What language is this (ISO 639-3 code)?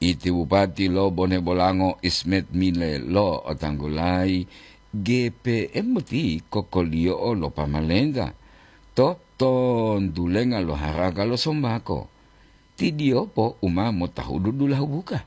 gor